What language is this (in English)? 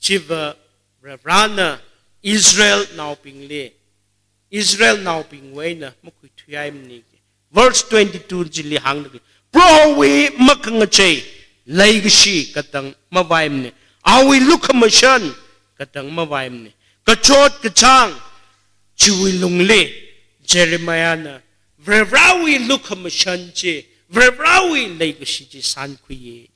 Tangkhul Naga (India)